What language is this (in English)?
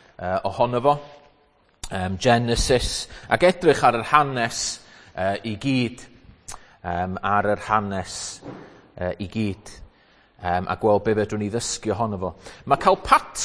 Welsh